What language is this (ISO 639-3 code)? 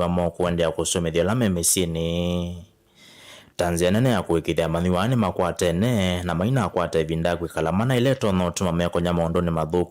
kam